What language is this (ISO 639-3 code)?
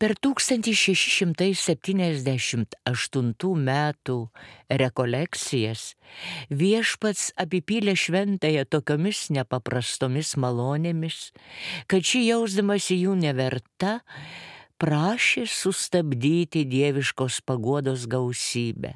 lit